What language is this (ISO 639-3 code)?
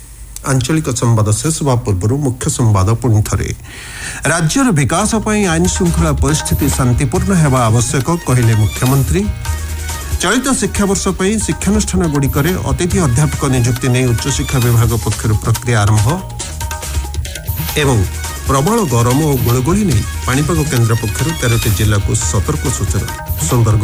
ori